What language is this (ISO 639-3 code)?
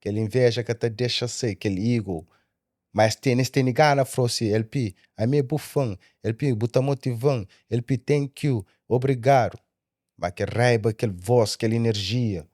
kea